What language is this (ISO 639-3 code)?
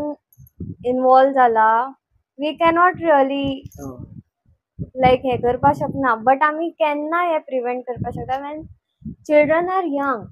kok